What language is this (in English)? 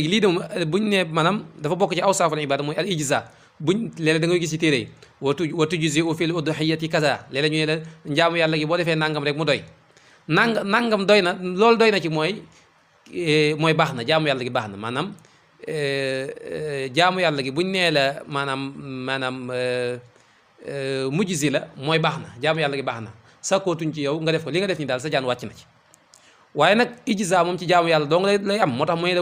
Wolof